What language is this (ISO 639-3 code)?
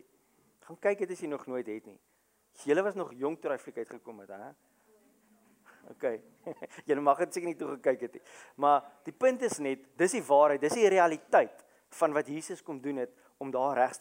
afr